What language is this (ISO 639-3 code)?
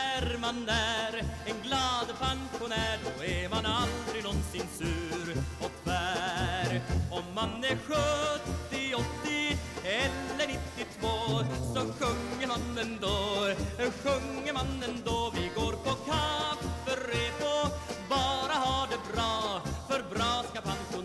swe